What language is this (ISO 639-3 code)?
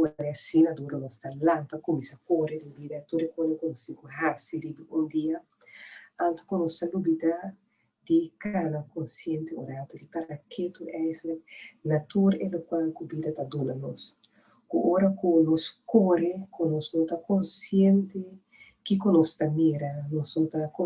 pap